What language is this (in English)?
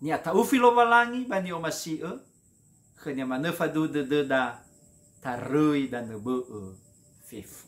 Nias